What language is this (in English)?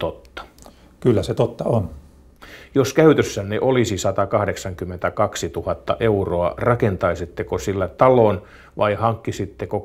Finnish